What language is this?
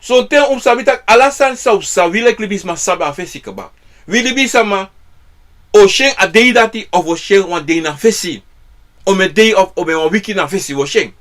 Sranan Tongo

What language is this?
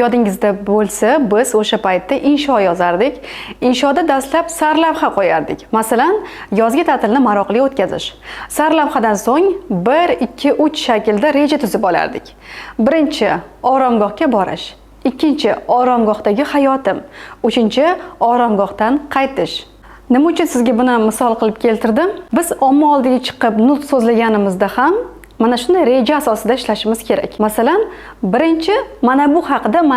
Uzbek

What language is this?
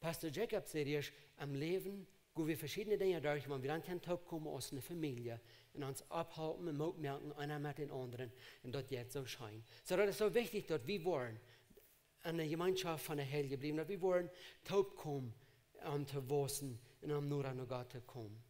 Plautdietsch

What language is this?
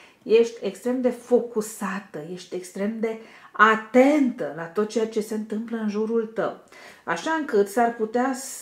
Romanian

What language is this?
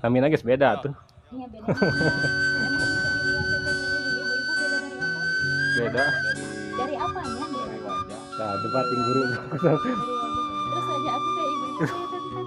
Sundanese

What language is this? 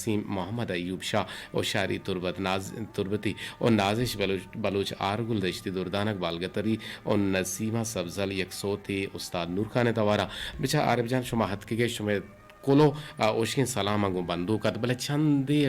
Eastern Balochi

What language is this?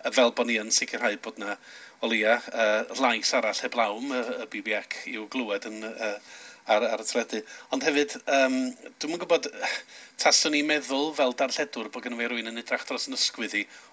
Welsh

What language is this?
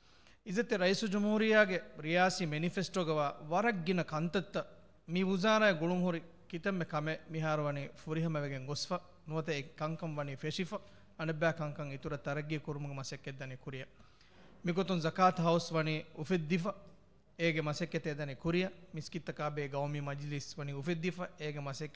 Divehi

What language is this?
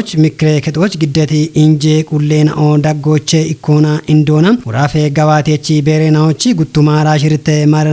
Kafa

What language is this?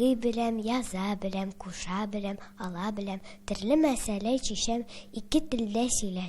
Tatar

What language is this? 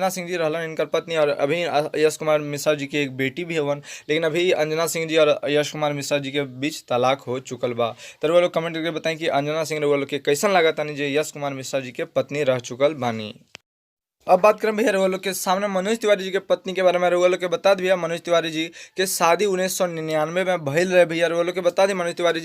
Bhojpuri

